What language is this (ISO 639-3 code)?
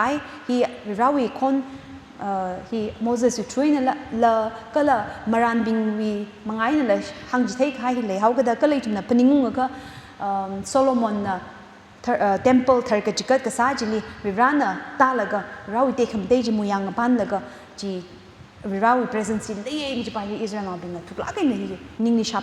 nmf